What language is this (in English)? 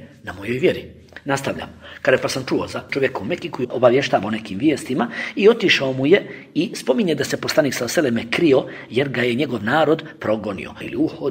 Bosnian